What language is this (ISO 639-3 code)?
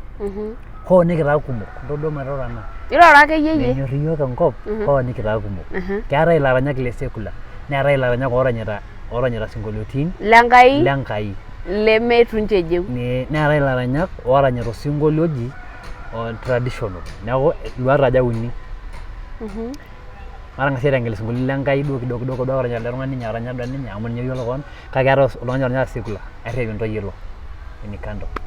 mas